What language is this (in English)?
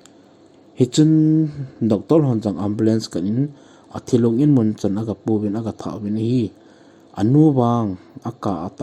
Thado Chin